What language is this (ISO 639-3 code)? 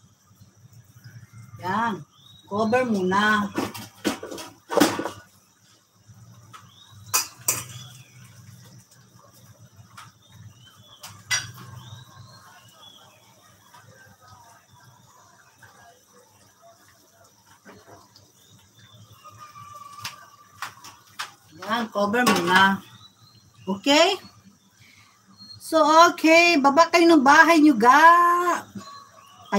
fil